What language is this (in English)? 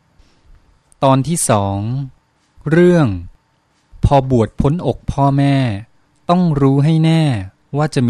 Thai